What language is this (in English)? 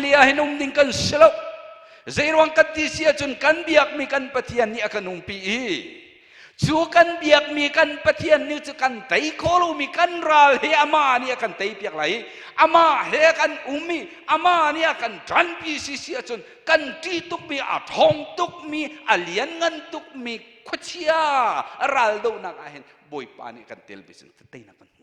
Hakha Chin